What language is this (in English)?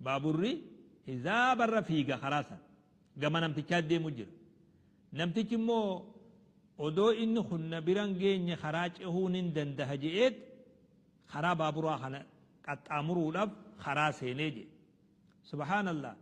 Oromo